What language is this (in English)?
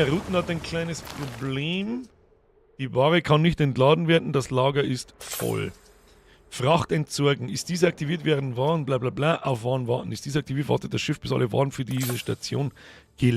Bavarian